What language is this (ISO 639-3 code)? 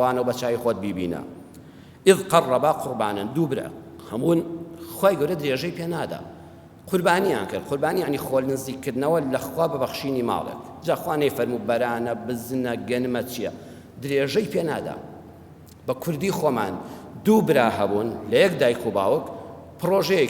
ckb